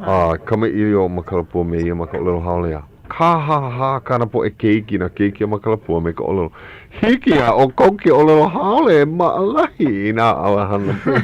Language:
Hawaiian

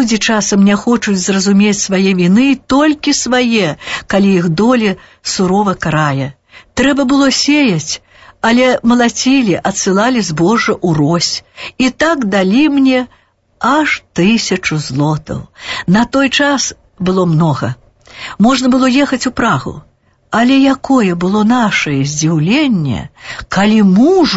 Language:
Belarusian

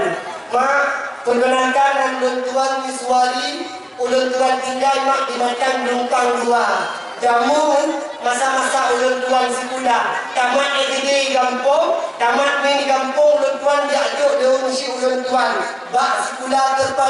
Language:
Achinese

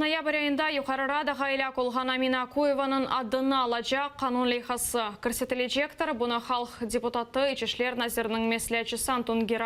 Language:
Crimean Tatar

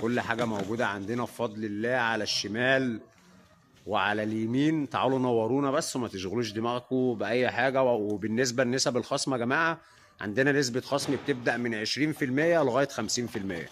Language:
Egyptian Arabic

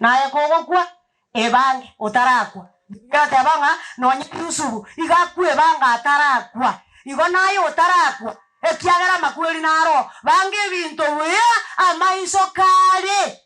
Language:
Gusii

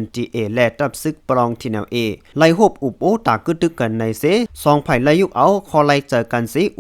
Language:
Shan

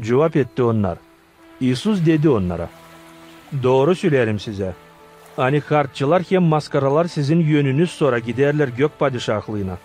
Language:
Gagauz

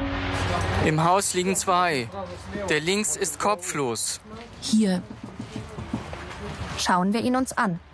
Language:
German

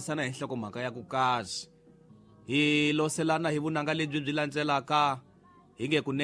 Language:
Tsonga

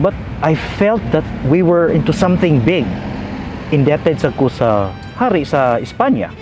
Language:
Cebuano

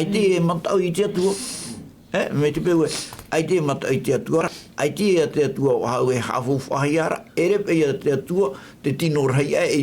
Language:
Tahitian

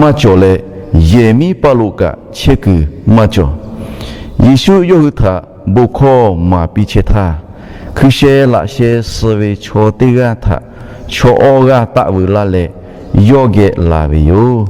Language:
Lahu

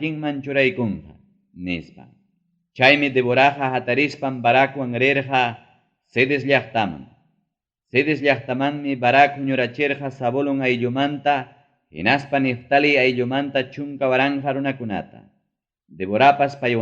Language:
Ayacucho Quechua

